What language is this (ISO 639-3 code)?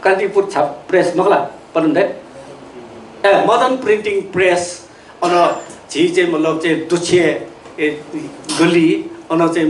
new